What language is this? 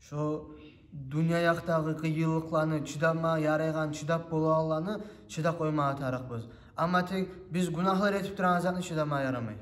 Kumyk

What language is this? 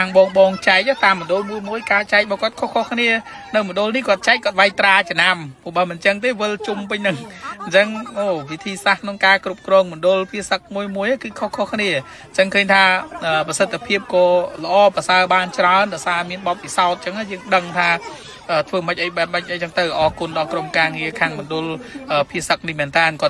Khmer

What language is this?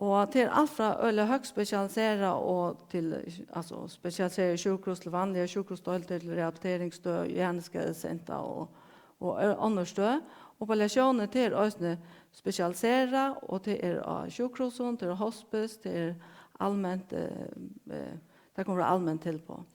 Faroese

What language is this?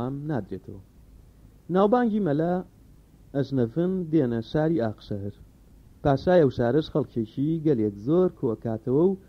Central Kurdish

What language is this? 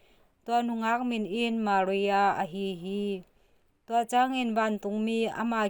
Tedim Chin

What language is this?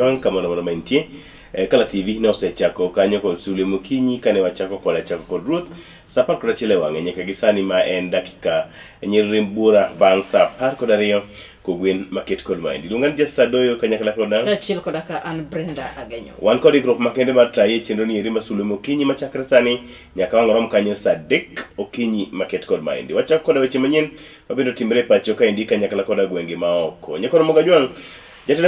Luo (Kenya and Tanzania)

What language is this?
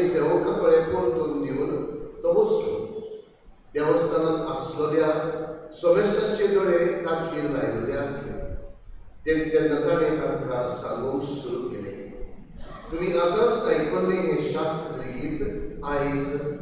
Konkani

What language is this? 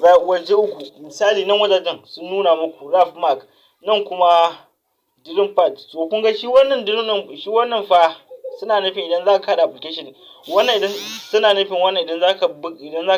Hausa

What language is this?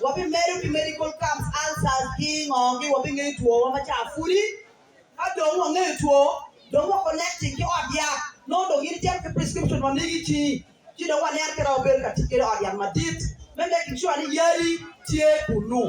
Acoli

